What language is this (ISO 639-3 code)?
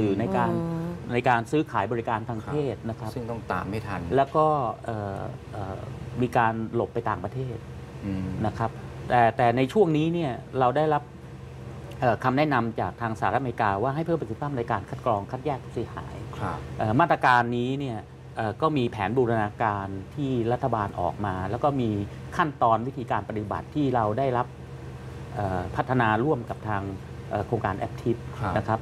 tha